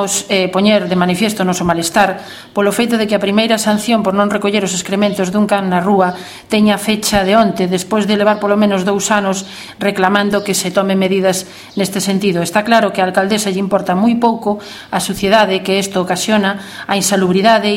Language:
Galician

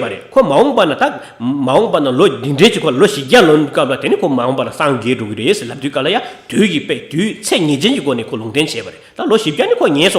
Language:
Tibetan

